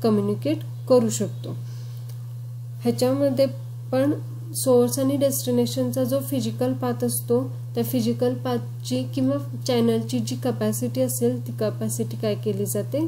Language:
Marathi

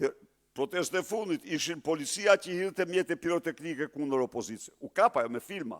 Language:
Albanian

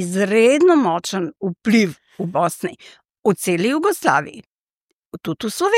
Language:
Slovenian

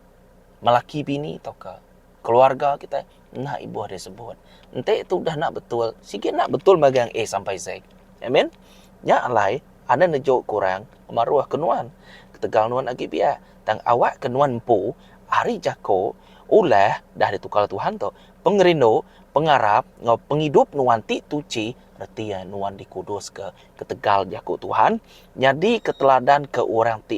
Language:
Iban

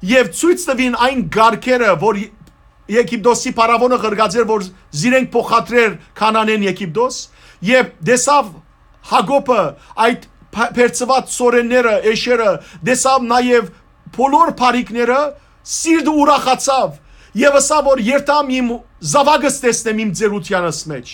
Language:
Western Armenian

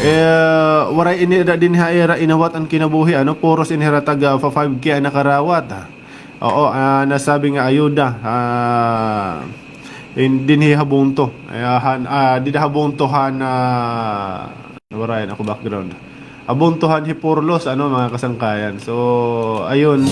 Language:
Waray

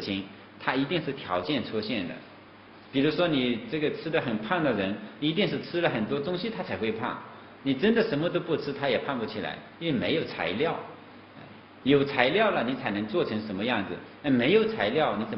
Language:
Chinese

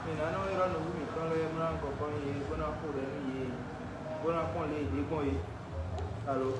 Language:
Fon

